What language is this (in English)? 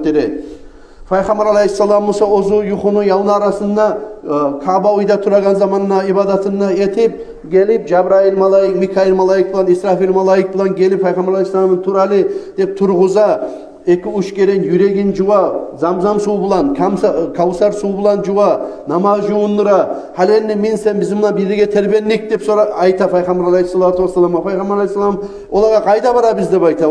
Kumyk